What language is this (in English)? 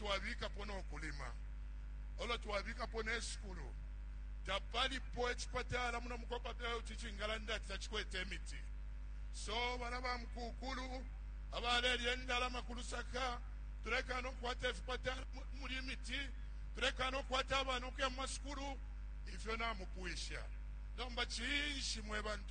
Bemba